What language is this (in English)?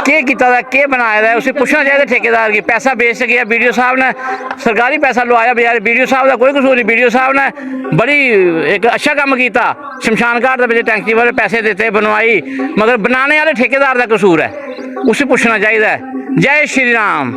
Dogri